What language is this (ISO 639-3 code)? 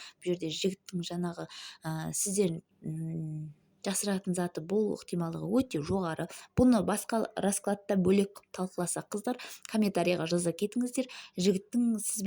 kaz